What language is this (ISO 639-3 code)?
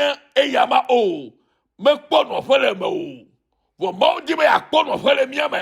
ewe